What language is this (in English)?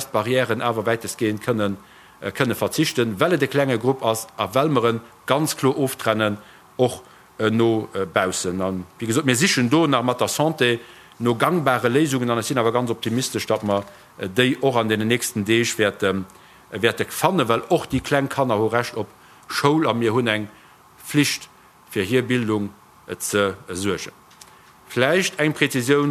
Luxembourgish